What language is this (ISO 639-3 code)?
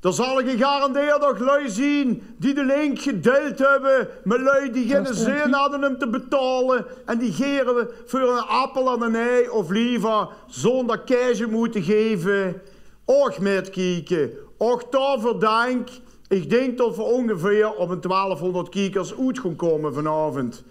lim